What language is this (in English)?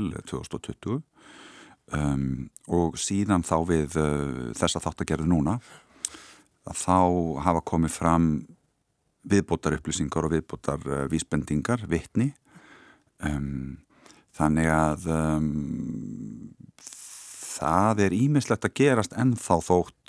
Icelandic